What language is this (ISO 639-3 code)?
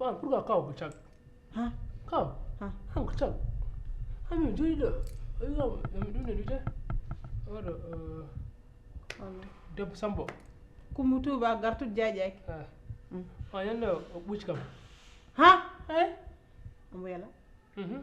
ful